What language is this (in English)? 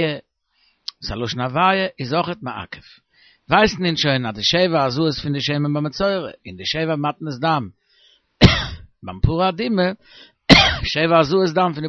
Yiddish